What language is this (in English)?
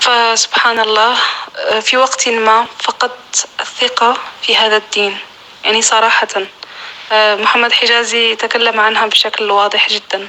North Levantine Arabic